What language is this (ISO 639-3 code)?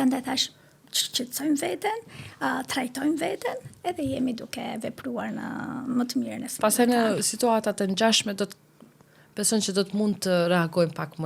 sqi